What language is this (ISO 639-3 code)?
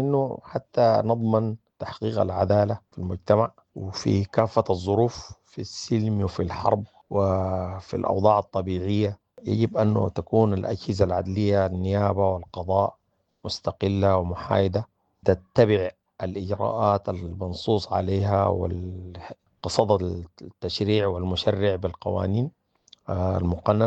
apd